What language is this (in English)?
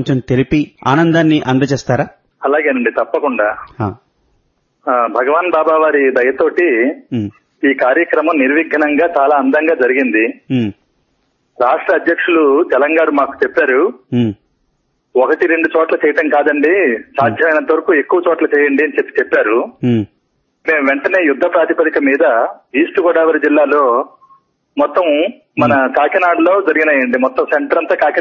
Telugu